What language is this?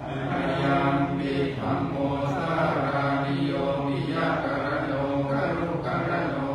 Pali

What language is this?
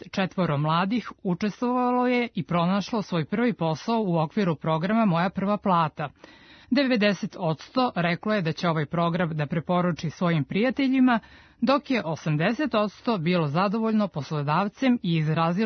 Serbian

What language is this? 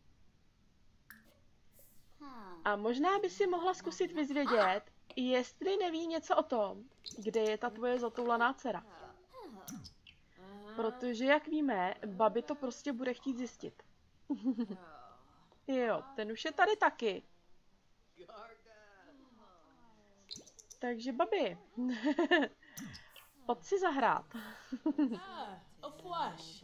Czech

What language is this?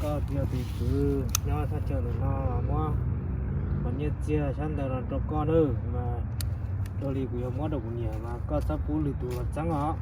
Hmong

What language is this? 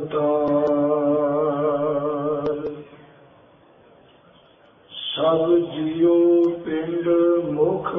Punjabi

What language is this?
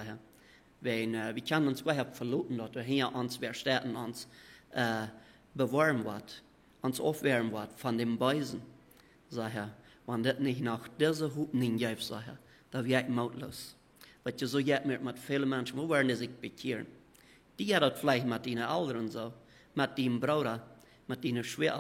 Plautdietsch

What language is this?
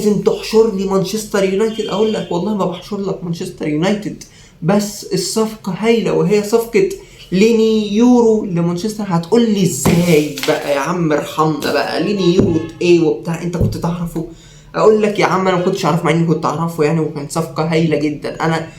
Egyptian Arabic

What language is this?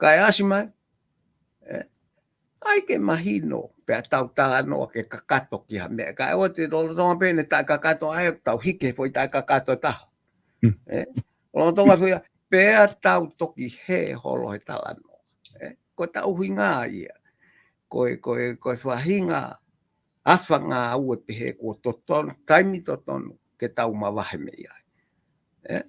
Tongan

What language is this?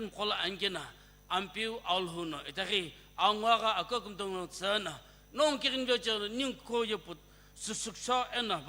Sumi Naga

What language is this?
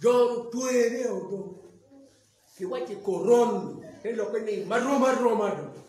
Acoli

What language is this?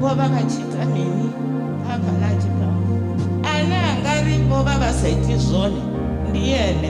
Venda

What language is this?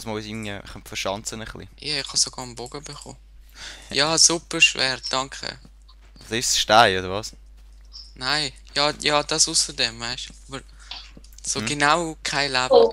Swiss German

